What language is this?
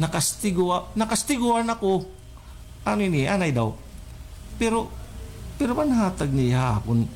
Waray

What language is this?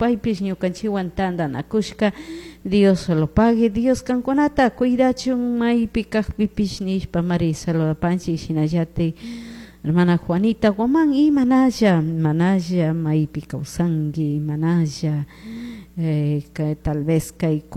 Chimborazo Highland Quichua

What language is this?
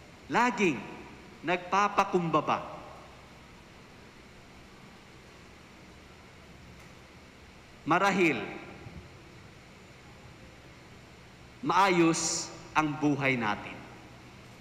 Filipino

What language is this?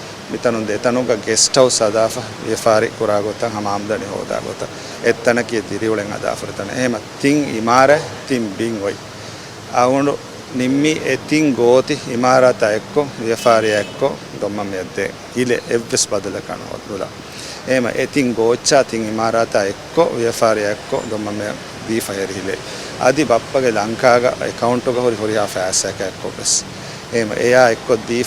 Divehi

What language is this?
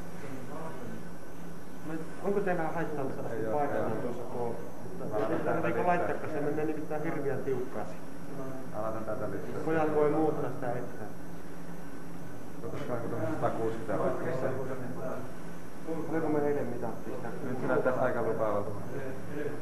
Finnish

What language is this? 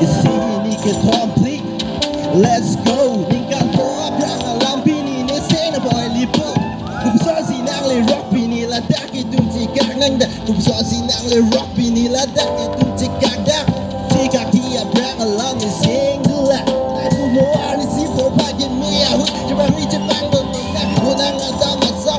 Karbi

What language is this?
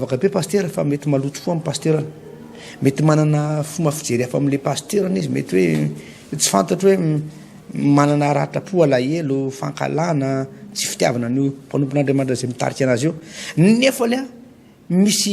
Malagasy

